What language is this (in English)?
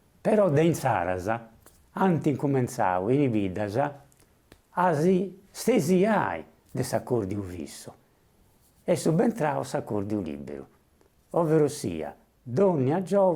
Sardinian